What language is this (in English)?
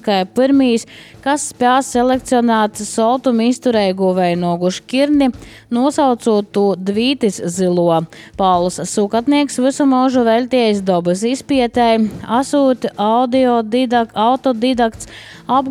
Latvian